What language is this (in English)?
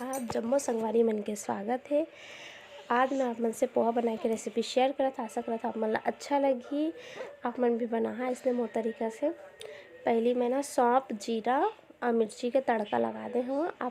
Chhattisgarhi